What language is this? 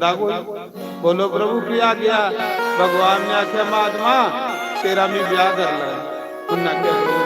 Dogri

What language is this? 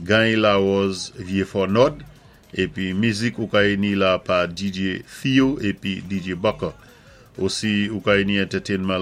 Saint Lucian Creole French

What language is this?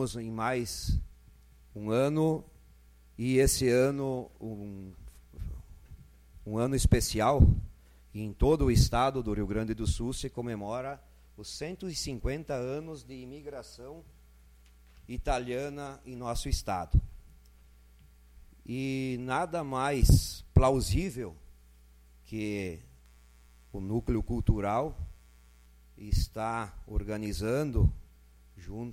Portuguese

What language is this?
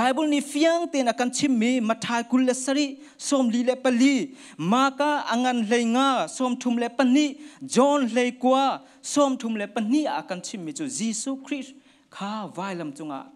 Hakha Chin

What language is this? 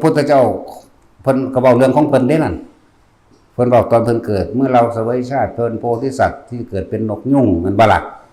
Lao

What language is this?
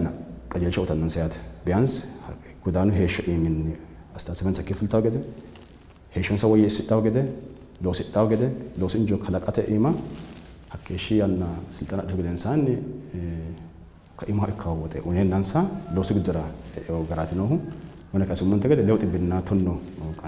Sidamo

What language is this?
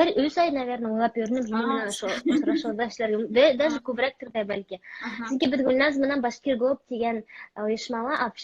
Bashkir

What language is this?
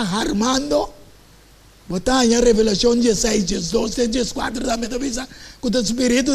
Papiamento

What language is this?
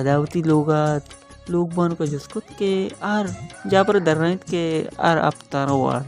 Baluchi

